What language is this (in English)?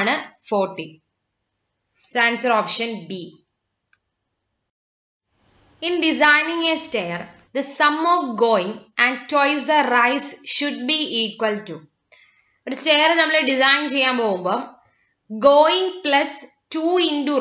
Malayalam